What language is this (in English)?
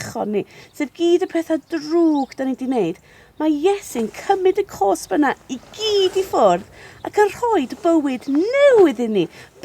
Welsh